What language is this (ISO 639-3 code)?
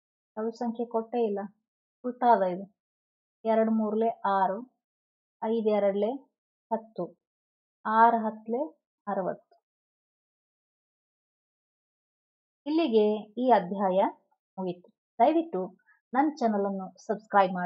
kan